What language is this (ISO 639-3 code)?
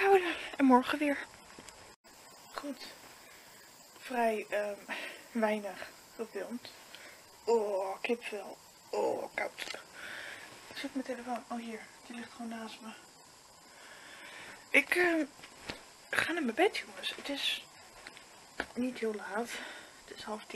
nld